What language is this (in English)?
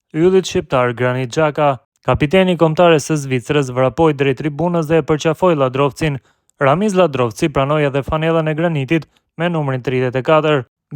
Albanian